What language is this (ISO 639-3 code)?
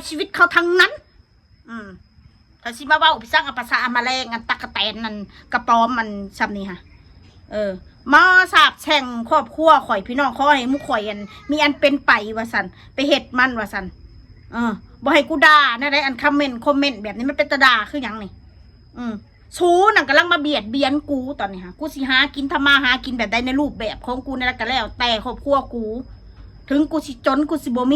tts